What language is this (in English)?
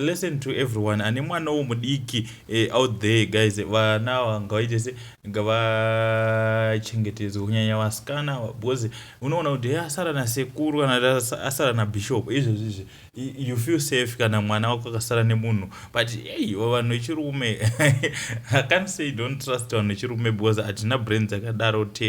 Shona